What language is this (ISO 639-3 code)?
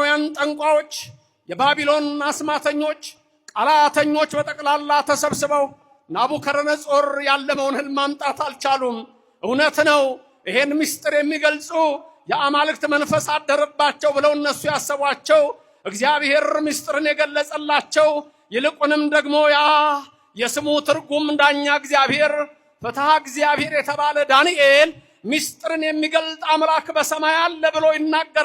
amh